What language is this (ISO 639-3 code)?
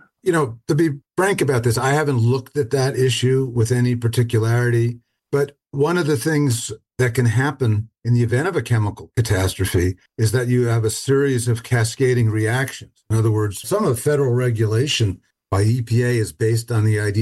eng